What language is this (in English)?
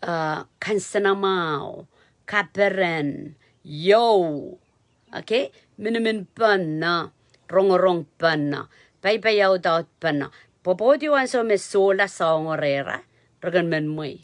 Pohnpeian